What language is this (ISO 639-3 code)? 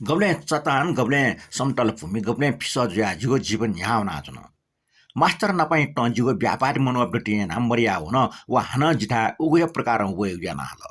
new